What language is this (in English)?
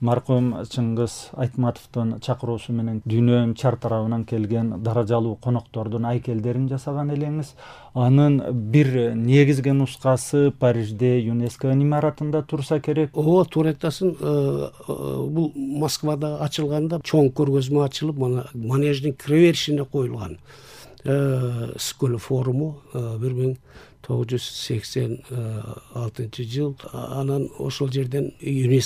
Kyrgyz